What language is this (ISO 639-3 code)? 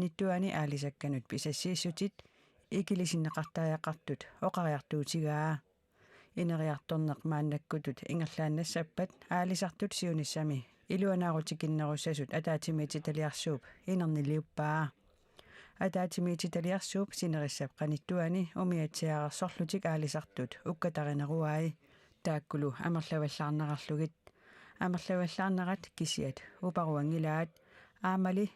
kal